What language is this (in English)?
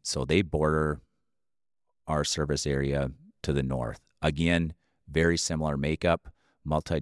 English